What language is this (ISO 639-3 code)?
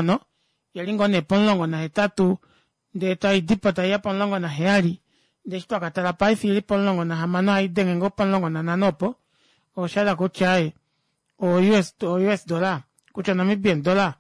kua